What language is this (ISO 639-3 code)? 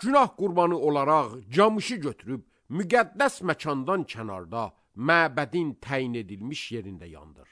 aze